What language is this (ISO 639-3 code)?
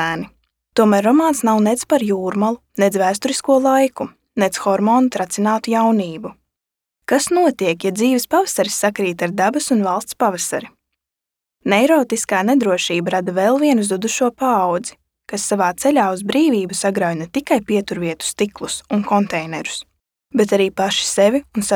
lav